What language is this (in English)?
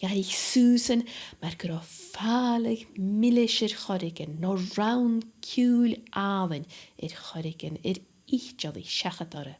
Scottish Gaelic